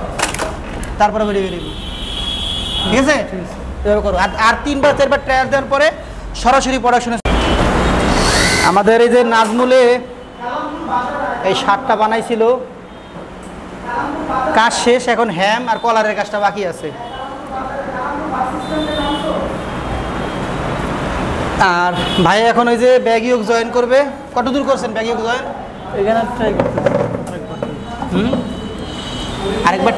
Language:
Bangla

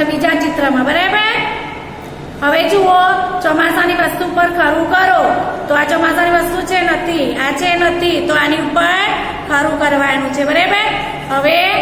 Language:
Gujarati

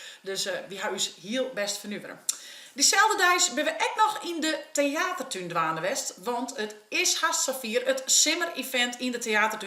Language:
Western Frisian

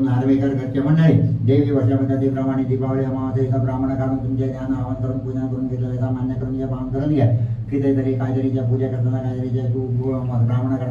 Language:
Konkani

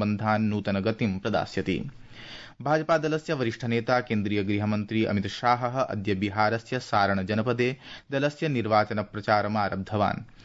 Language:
Sanskrit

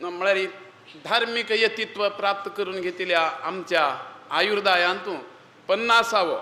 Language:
Konkani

